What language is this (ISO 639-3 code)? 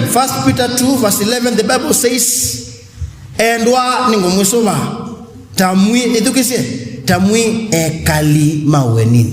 kam